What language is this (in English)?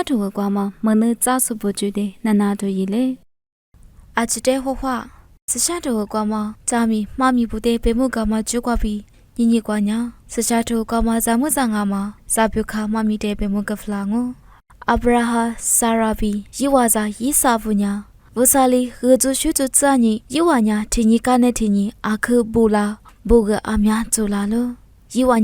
Lisu